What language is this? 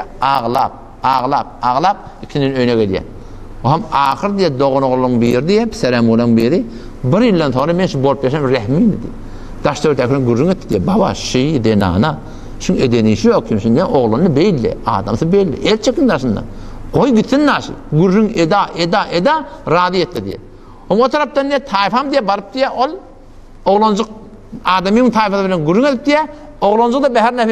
Turkmen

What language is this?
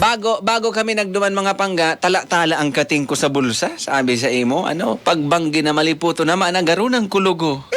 Bikol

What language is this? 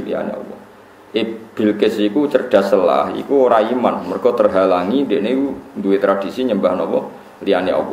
Javanese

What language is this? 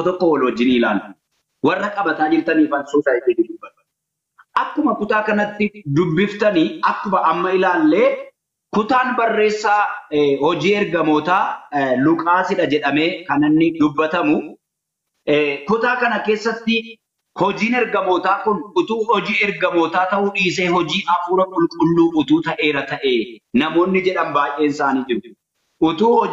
Oromo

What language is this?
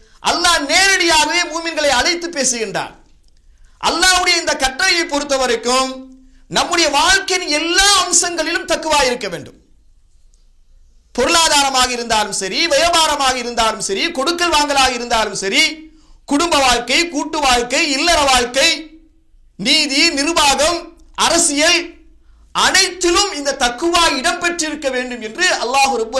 Tamil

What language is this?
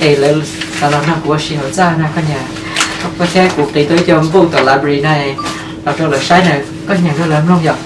Hmong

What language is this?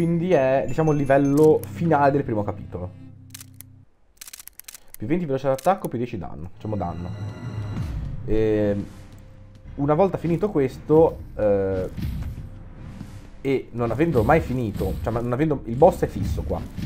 Italian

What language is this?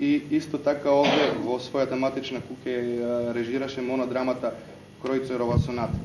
Macedonian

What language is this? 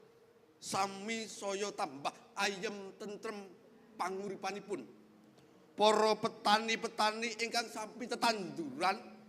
Javanese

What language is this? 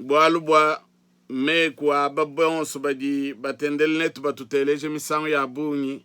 Luba-Lulua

